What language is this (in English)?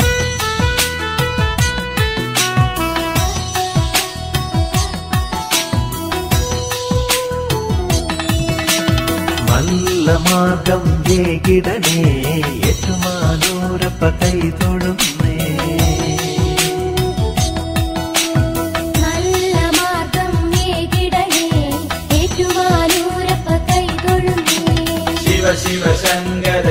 Malayalam